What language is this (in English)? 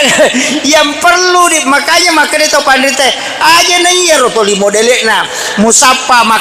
Buginese